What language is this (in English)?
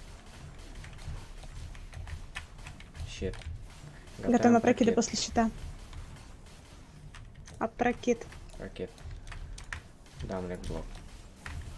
Russian